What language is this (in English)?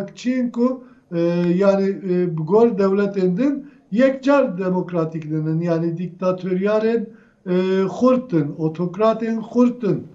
Kurdish